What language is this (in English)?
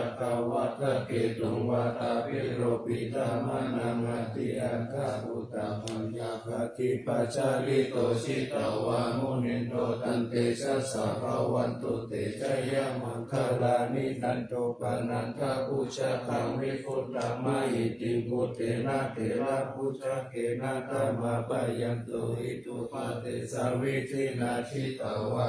Pali